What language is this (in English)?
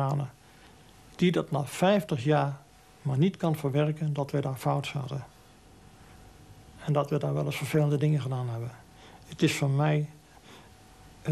Dutch